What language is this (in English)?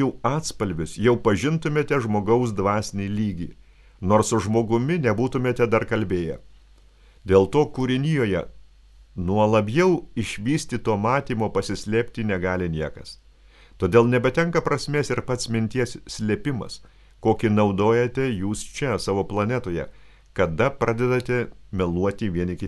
Lithuanian